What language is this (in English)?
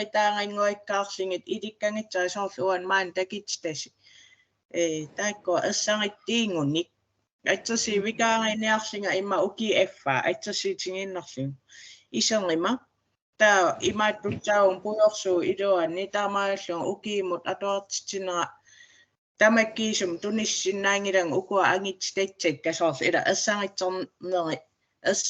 Kalaallisut